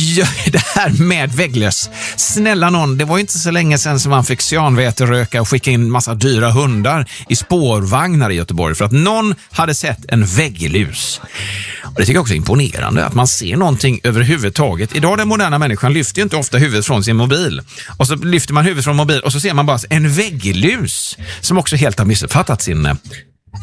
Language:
Swedish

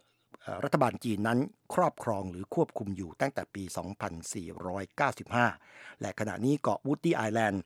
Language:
Thai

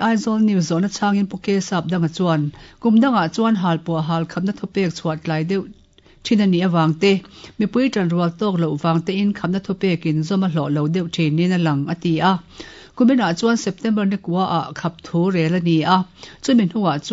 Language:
Mizo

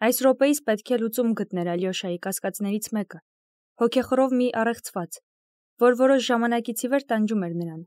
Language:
Armenian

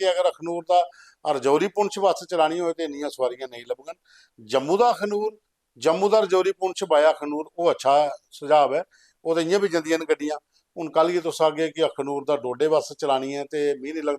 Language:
Dogri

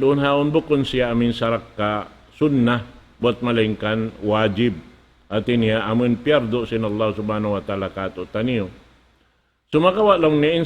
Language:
Tausug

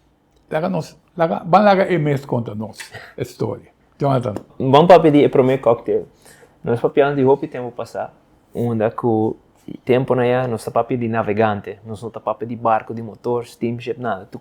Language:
Papiamento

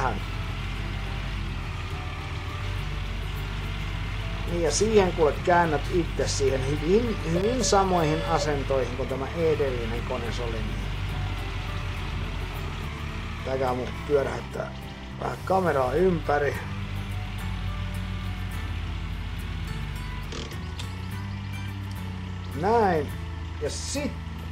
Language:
Finnish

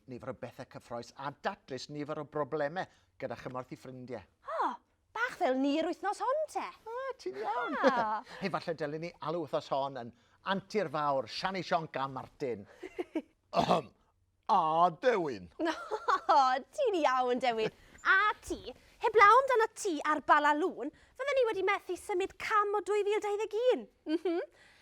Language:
Welsh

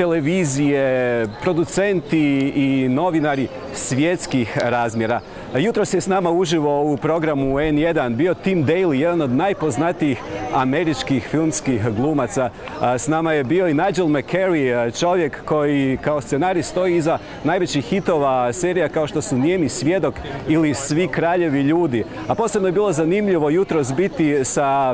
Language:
Croatian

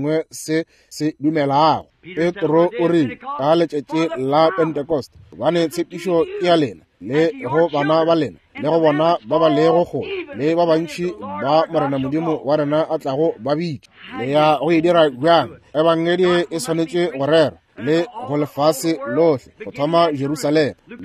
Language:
Northern Sotho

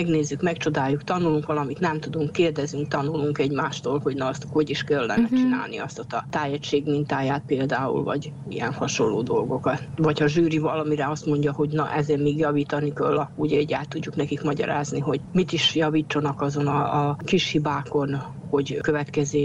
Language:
Hungarian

